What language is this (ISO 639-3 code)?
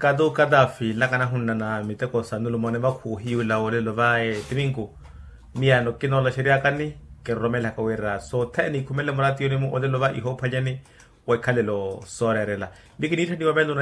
vmw